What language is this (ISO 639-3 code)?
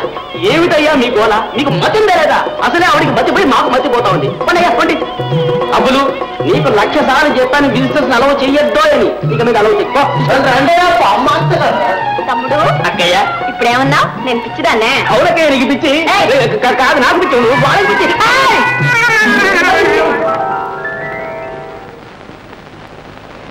tel